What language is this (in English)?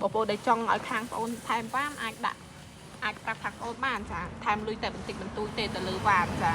Khmer